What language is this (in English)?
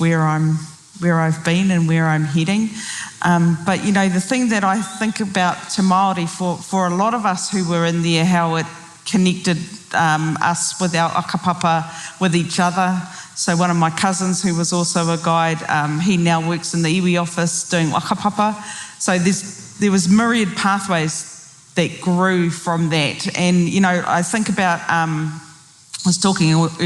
Māori